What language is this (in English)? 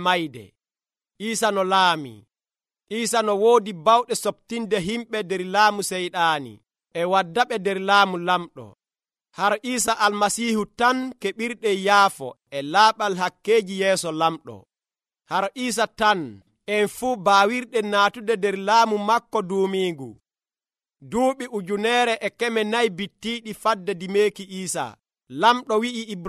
Nigerian Fulfulde